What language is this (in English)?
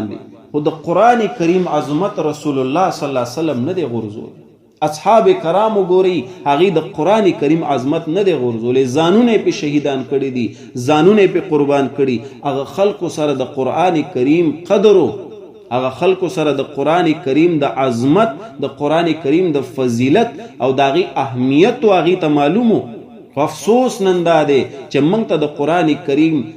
Pashto